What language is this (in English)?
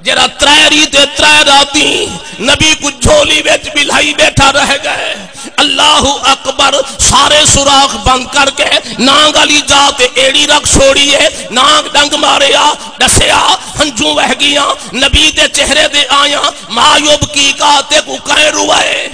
Saraiki